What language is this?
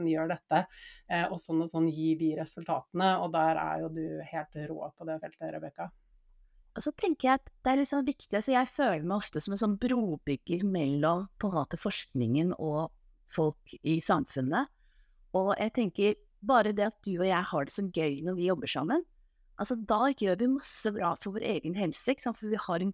Norwegian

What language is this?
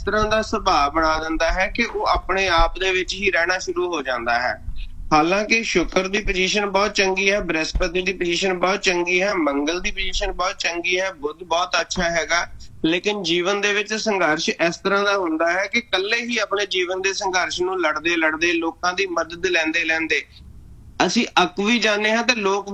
Punjabi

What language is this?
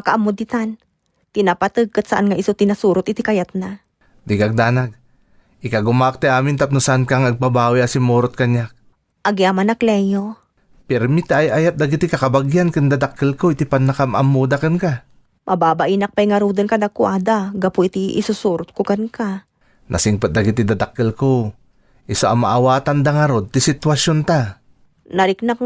Iloko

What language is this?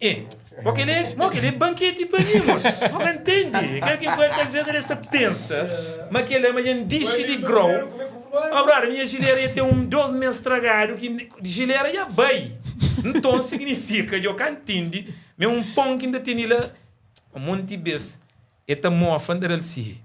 Kabuverdianu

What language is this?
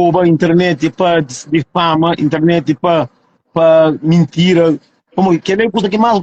Kabuverdianu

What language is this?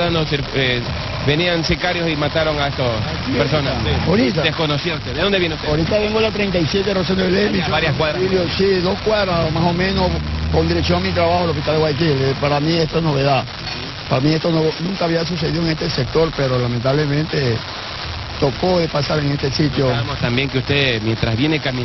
Spanish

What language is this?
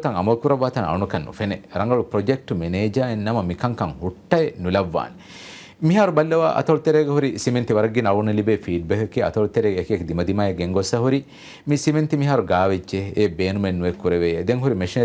Divehi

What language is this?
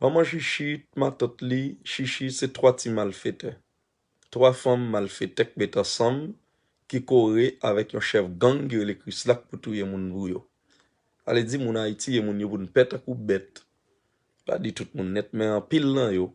Haitian Creole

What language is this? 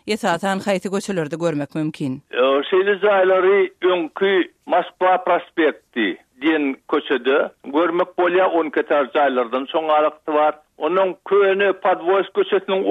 Turkmen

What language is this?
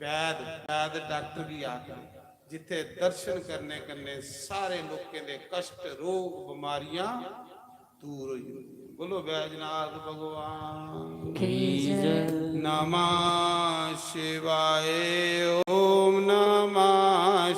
Dogri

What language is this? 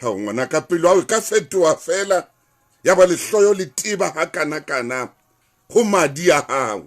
Southern Sotho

